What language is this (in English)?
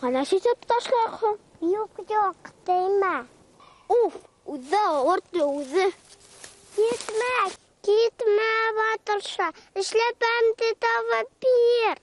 Bashkir